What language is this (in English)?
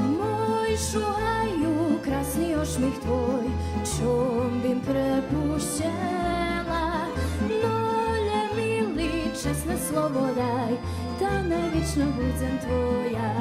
Rusyn